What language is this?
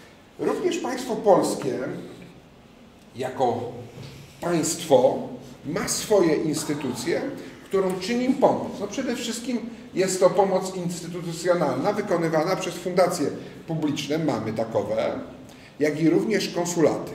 Polish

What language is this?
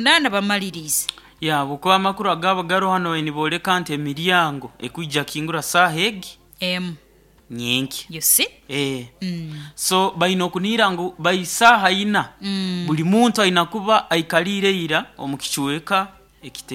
Nyoro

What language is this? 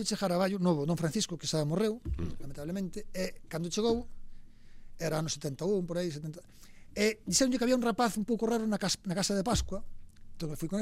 Galician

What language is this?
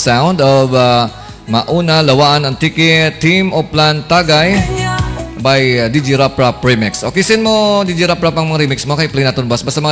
Hiligaynon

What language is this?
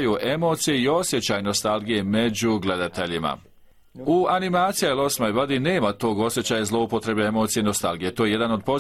Bosnian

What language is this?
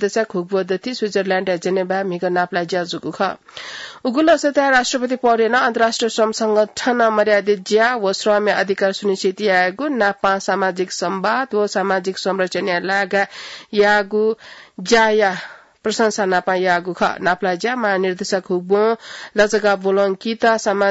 Newari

